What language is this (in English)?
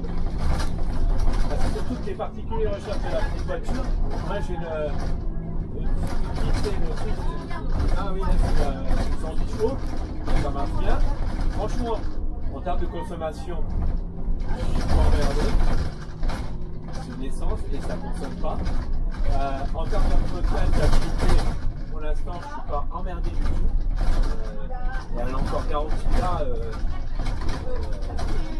French